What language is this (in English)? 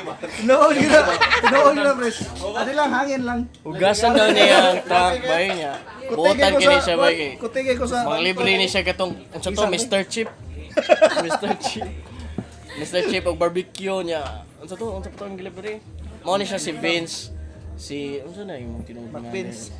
Cebuano